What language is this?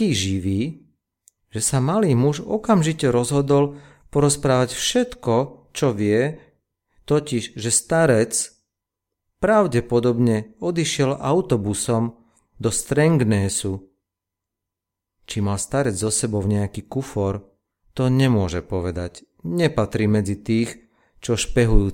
Slovak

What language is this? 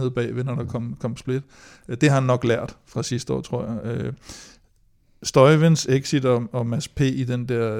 Danish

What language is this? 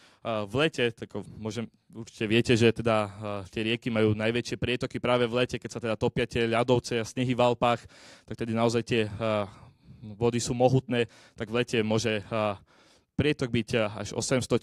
Slovak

